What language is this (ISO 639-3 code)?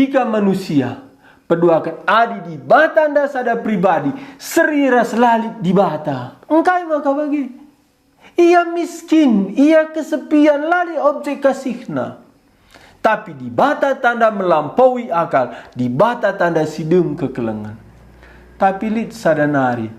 btx